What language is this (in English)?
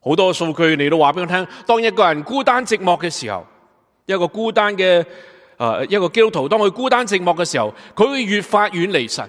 Cantonese